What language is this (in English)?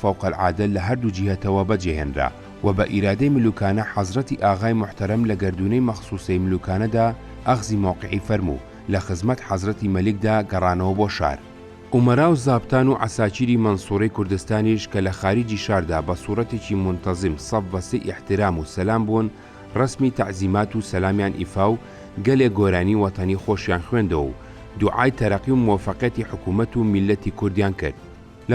Central Kurdish